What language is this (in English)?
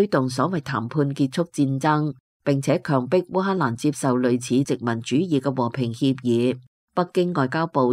Cantonese